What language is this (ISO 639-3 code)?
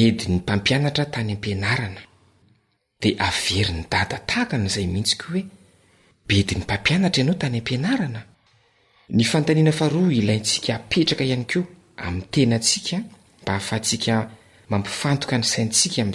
mlg